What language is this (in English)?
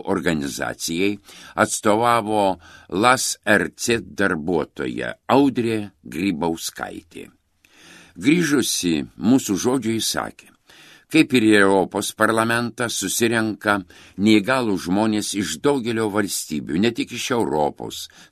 Lithuanian